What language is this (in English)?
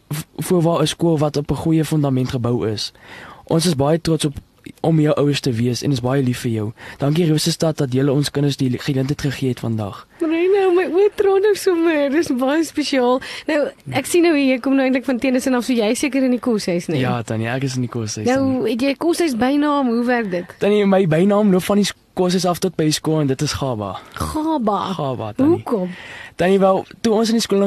Afrikaans